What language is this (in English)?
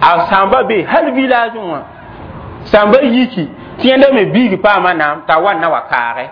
Mossi